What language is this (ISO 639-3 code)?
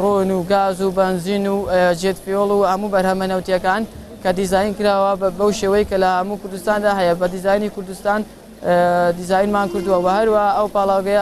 ckb